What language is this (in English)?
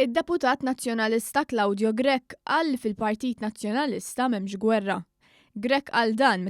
Maltese